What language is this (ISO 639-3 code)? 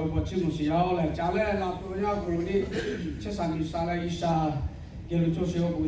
lhu